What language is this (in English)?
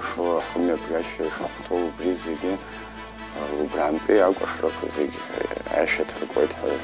Abkhazian